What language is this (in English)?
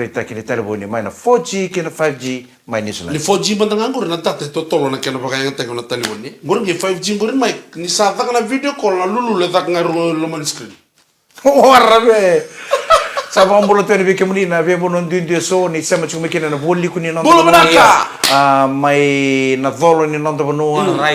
Fijian